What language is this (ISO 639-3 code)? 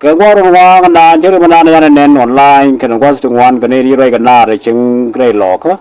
nus